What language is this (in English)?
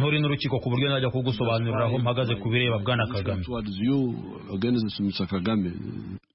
Kinyarwanda